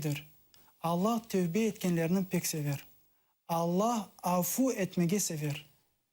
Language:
Crimean Tatar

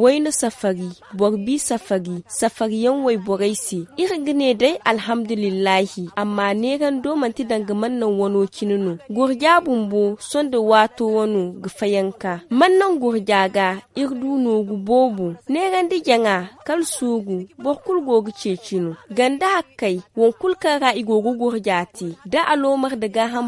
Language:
Zarma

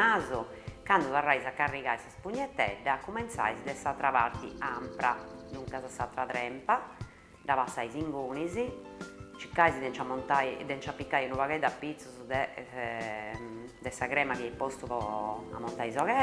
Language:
Sardinian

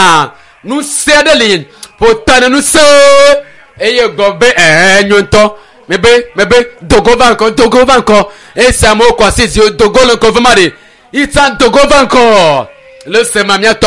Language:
Ewe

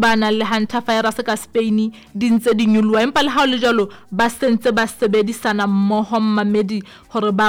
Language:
Southern Sotho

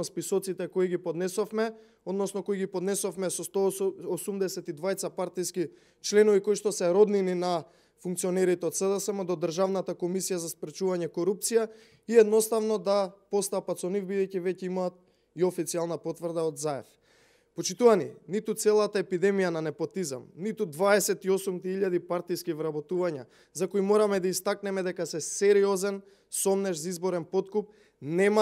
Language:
Macedonian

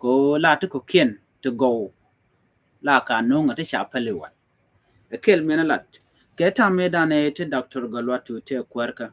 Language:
Nuer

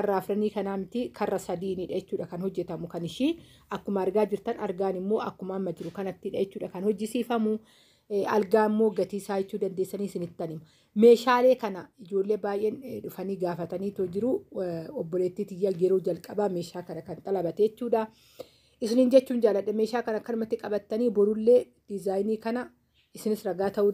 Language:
Oromo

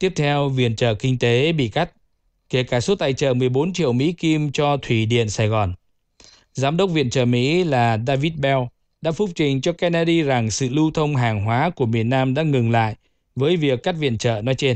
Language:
Vietnamese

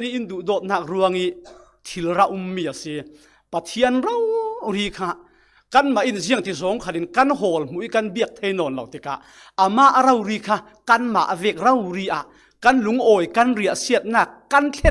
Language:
Falam Chin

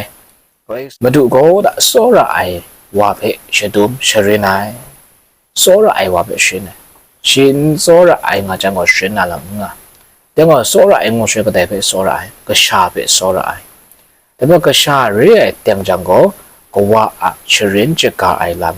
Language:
Kachin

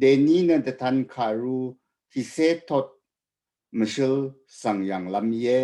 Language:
Rawang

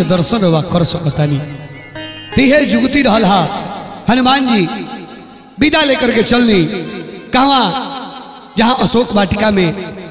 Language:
Bhojpuri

